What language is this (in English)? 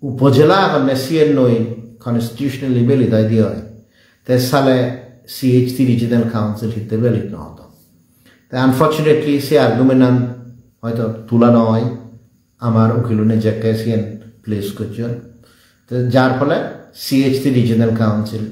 Chakma